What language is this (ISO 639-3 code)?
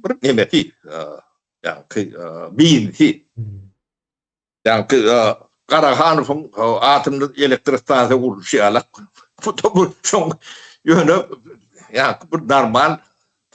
tuk